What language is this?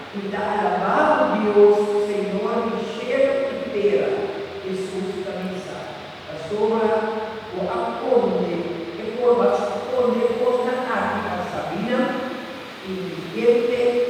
Papiamento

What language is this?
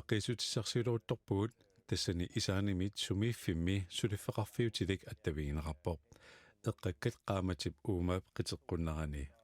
Kalaallisut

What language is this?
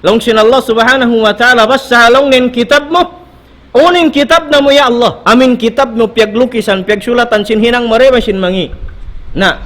Tausug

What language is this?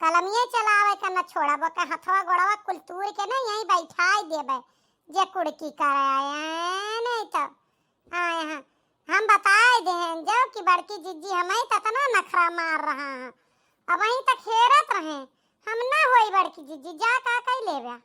Awadhi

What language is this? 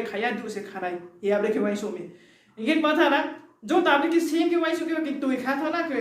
Riang (India)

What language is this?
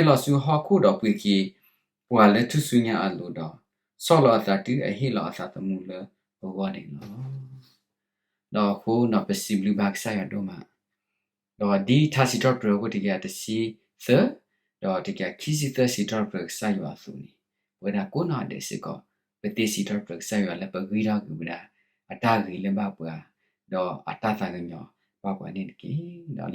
S'gaw Karen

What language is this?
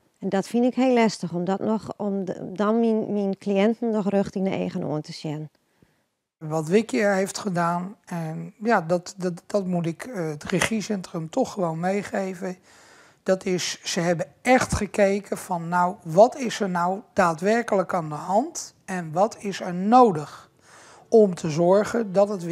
Western Frisian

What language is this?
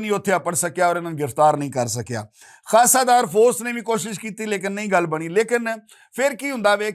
Western Panjabi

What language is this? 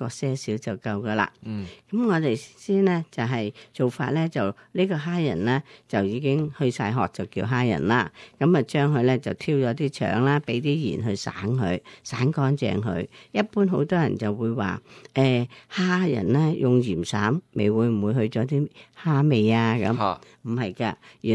Cantonese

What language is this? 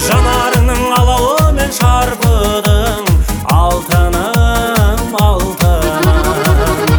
Kazakh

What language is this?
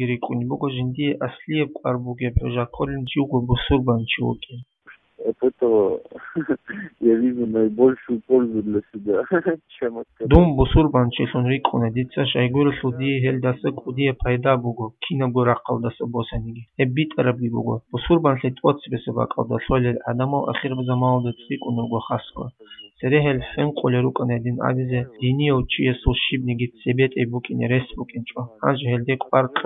Avaric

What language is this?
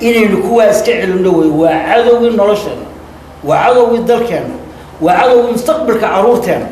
Somali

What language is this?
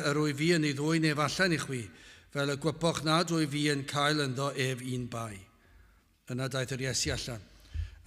Welsh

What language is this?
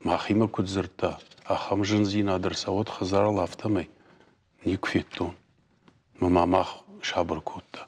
Ossetic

